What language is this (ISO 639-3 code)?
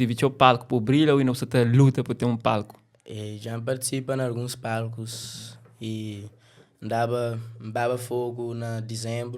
kea